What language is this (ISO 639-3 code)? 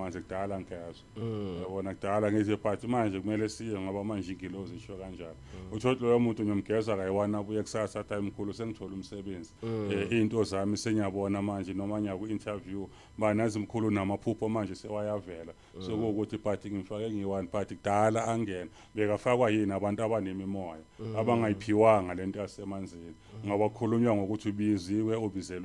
zul